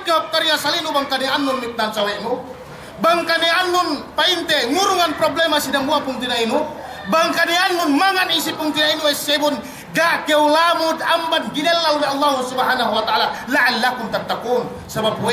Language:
Yakan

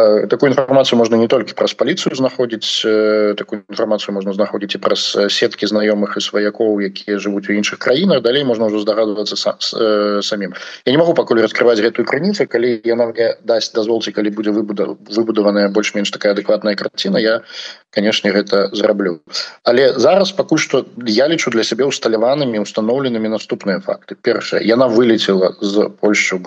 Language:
Belarusian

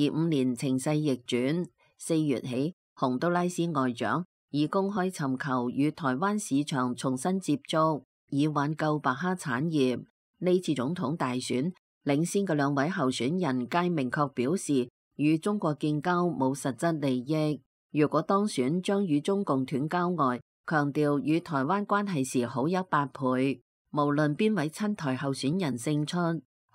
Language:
Cantonese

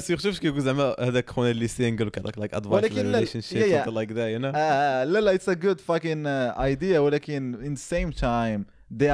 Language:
Moroccan Arabic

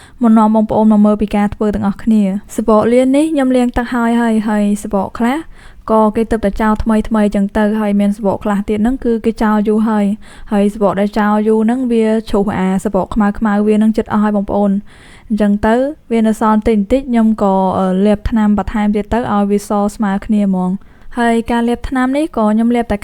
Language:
Khmer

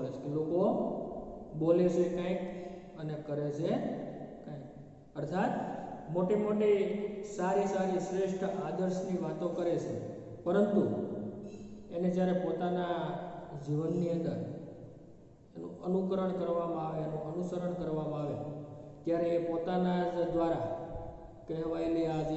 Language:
Gujarati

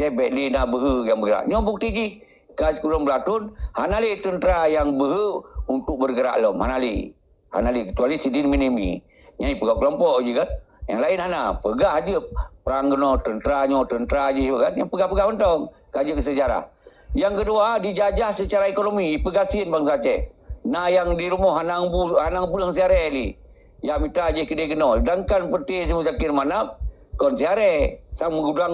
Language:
Achinese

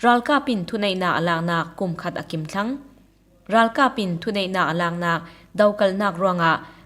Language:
Falam Chin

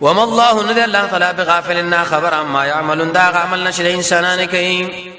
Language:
Pashto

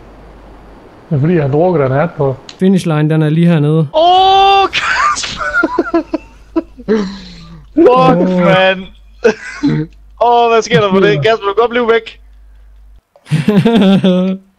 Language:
Danish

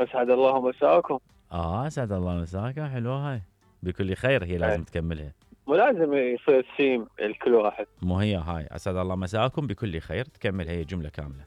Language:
Mesopotamian Arabic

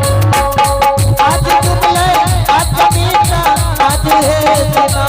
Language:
Angika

